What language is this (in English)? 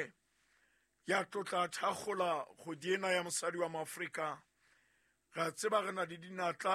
Southern Sotho